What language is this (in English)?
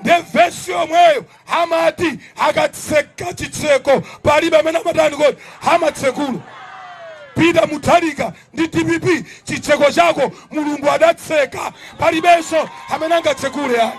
Nyanja